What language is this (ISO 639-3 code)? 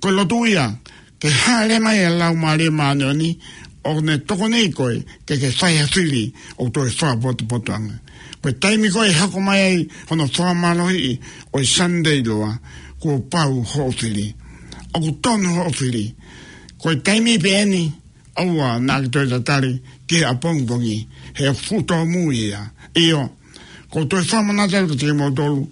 ton